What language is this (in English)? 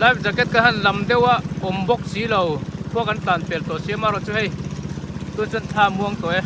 Mizo